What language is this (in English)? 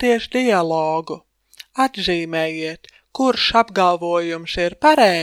Latvian